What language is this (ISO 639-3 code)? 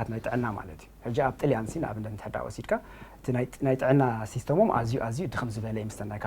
tir